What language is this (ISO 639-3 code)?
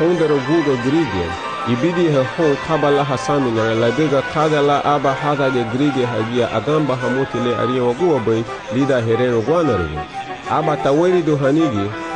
cab